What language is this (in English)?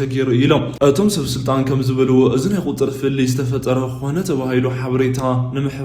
Tigrinya